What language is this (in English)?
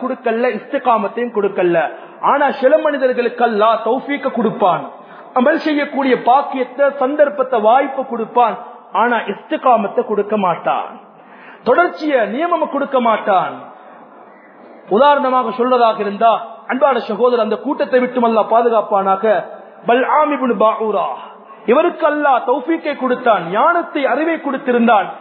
Tamil